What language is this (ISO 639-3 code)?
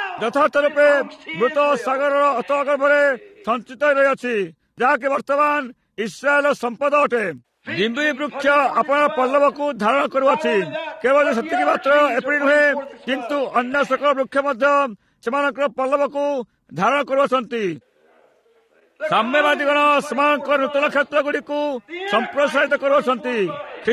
ori